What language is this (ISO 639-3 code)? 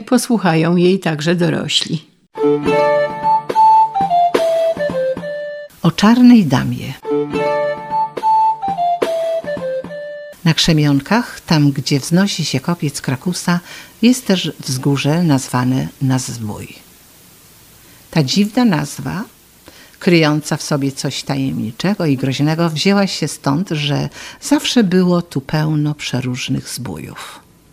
pol